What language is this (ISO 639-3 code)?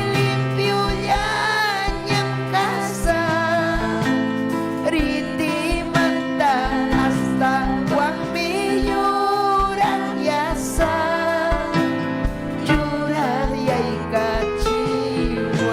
quy